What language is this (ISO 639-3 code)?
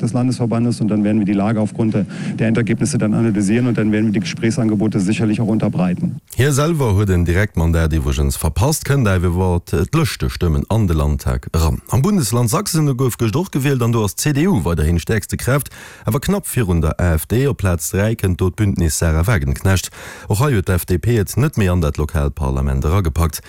ltz